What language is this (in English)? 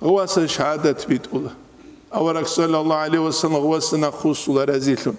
Avaric